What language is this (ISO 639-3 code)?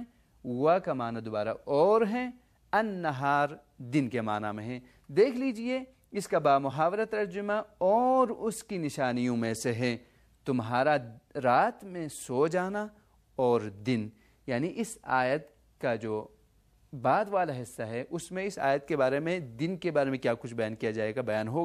urd